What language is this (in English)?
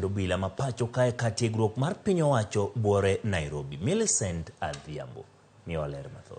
Luo (Kenya and Tanzania)